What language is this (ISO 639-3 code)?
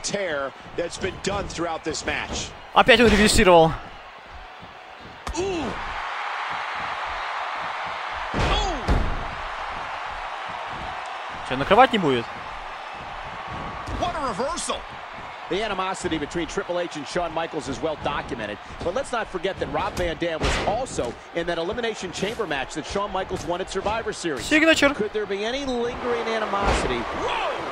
rus